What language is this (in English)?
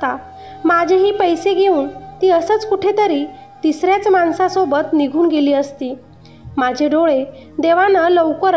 Marathi